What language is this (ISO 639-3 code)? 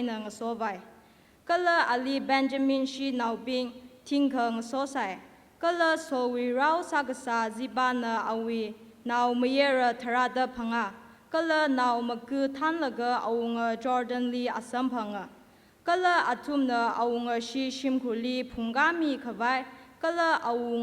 nmf